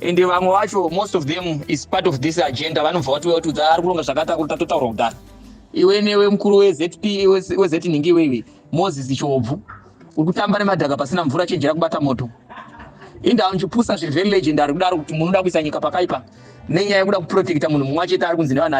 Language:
Shona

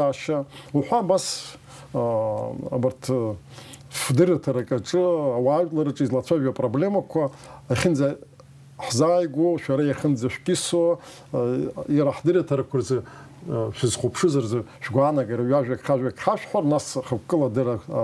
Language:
Abkhazian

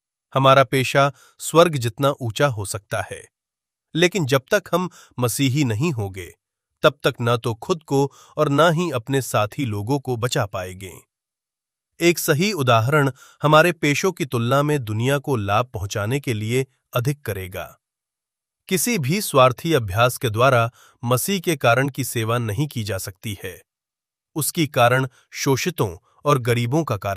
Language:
Hindi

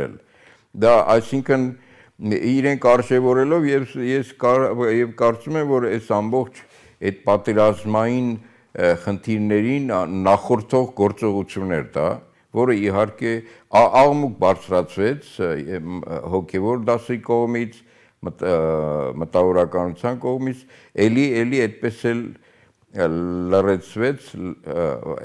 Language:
Armenian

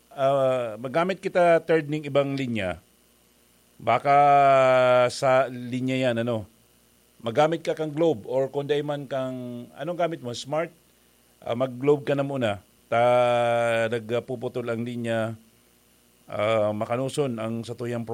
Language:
Bikol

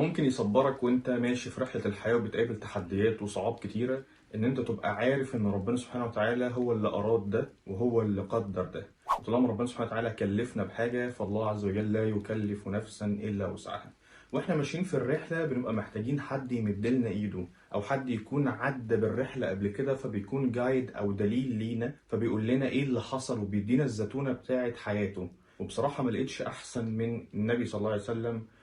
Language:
Egyptian Arabic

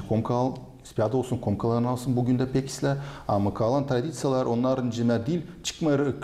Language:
Gagauz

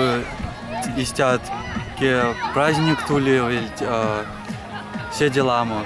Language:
Erzya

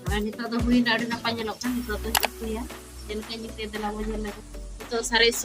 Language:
Santali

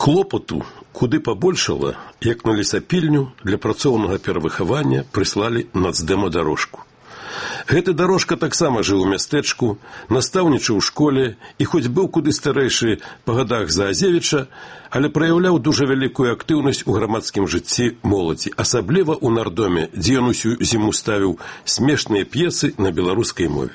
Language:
Belarusian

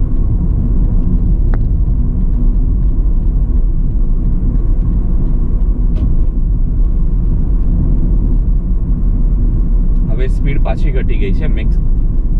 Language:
Gujarati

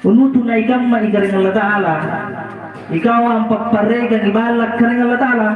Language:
Makasar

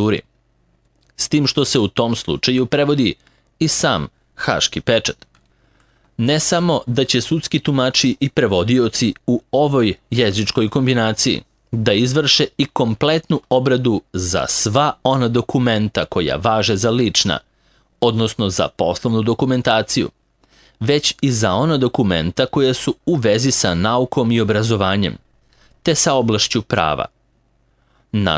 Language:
Serbian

